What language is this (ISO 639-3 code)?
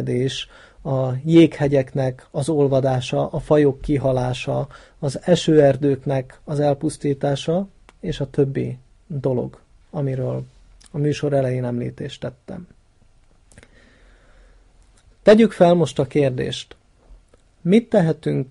hun